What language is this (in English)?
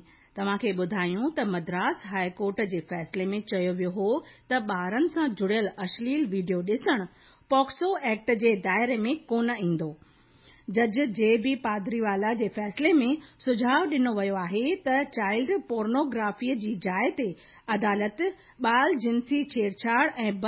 Sindhi